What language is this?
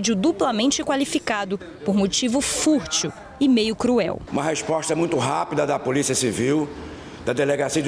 Portuguese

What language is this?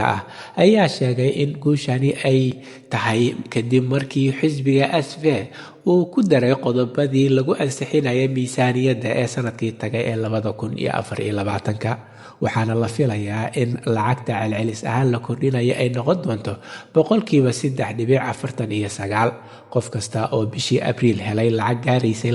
Somali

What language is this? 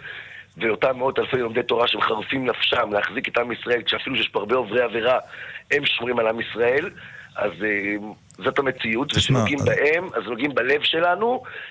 Hebrew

